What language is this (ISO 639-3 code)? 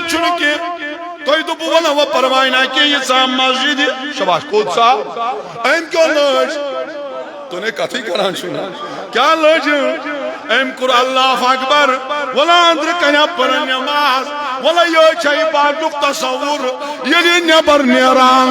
kas